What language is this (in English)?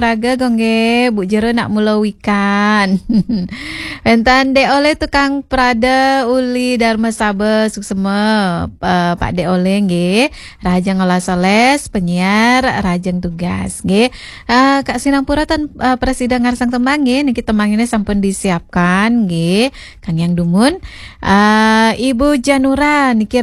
Balinese